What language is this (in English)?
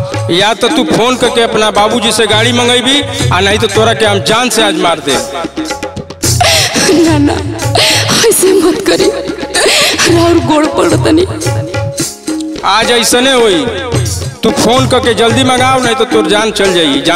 Bhojpuri